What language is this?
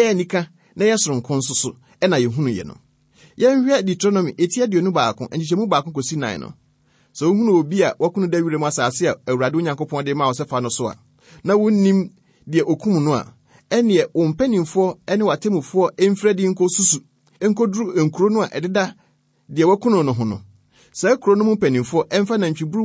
Akan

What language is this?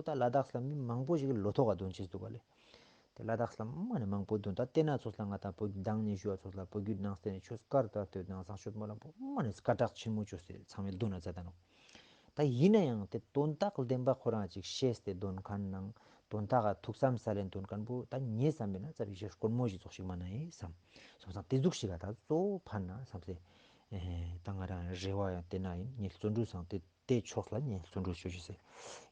Ladakhi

